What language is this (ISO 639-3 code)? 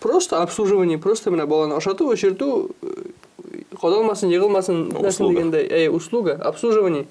tat